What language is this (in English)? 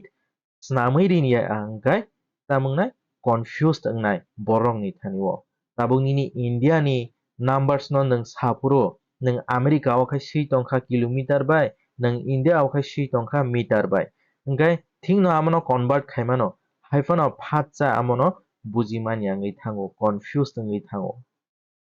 Kok Borok